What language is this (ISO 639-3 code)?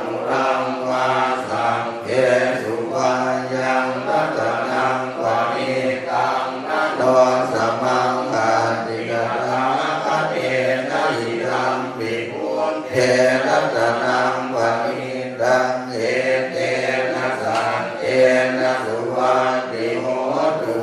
pli